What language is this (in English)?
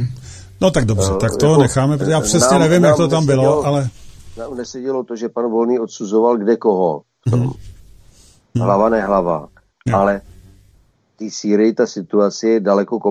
Czech